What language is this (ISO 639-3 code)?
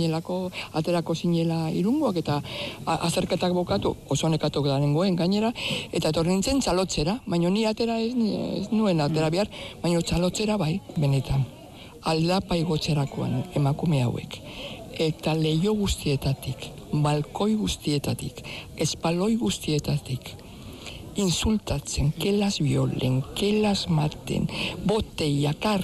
eus